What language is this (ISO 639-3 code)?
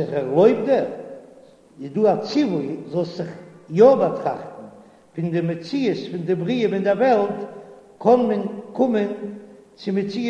yid